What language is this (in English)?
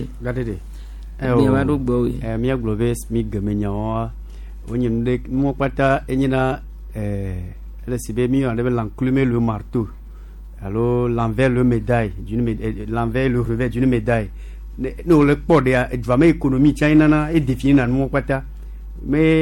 Gen